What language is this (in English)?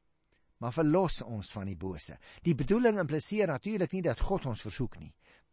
Afrikaans